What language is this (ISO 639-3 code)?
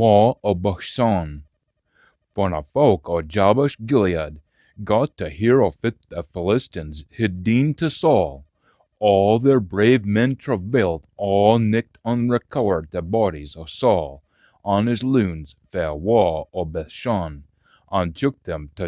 sco